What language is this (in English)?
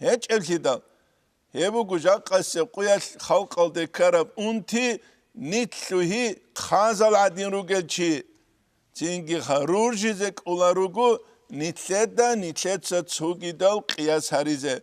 Avaric